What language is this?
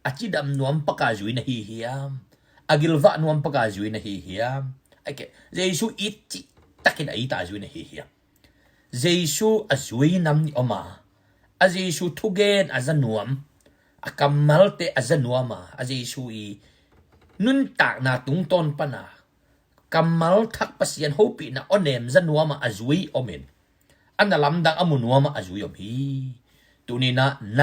Tedim Chin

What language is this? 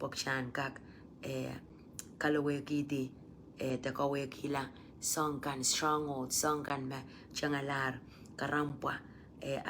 Pohnpeian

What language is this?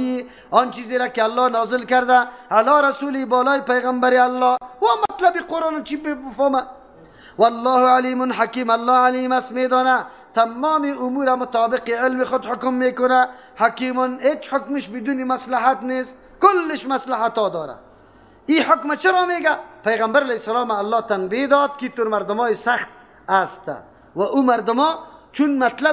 Persian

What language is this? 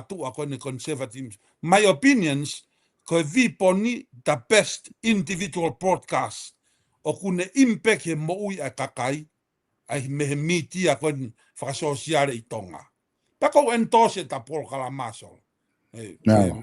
Tongan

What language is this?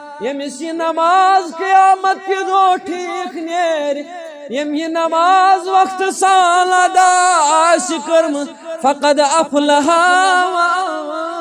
Kashmiri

